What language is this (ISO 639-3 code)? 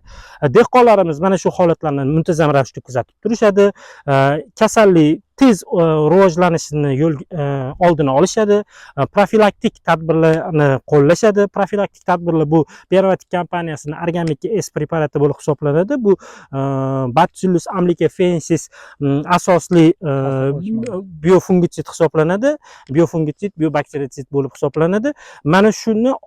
uzb